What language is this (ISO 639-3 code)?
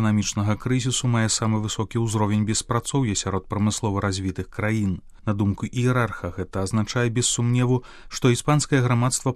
bel